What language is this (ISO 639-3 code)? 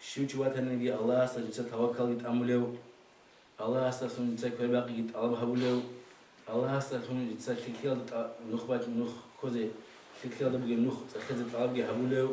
ava